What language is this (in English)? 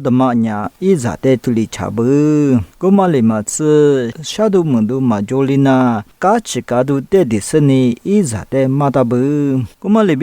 Lisu